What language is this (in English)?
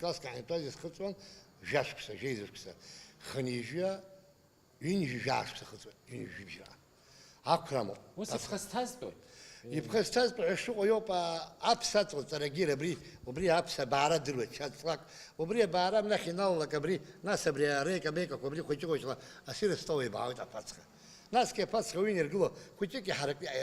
Abkhazian